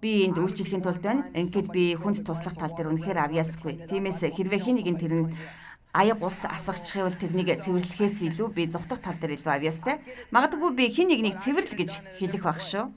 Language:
Mongolian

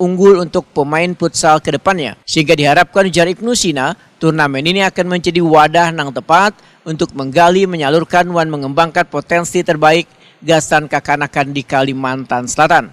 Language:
Banjar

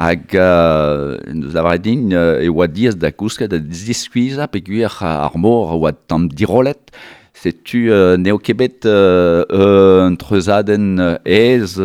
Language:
Breton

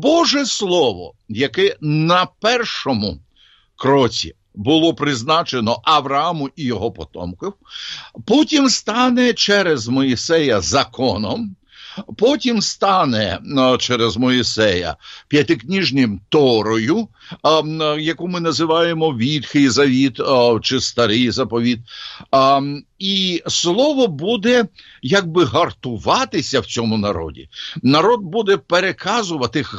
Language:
Ukrainian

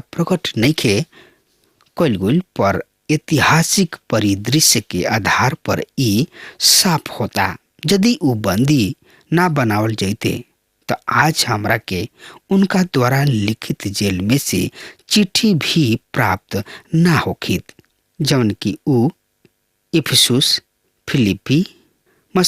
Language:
Bhojpuri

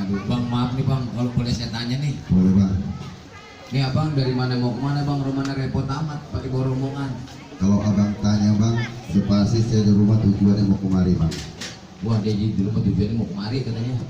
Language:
Betawi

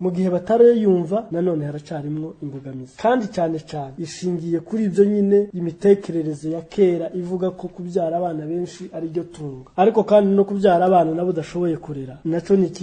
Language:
Rundi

